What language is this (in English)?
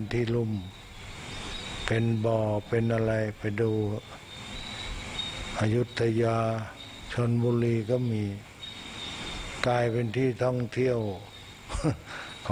Thai